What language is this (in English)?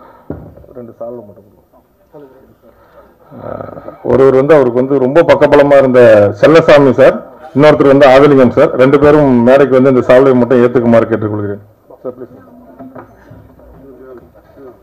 Tamil